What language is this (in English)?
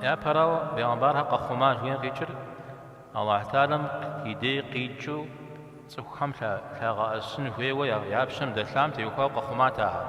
Kabardian